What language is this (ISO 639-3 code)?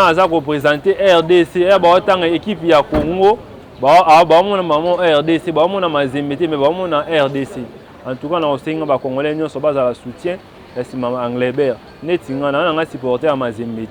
lin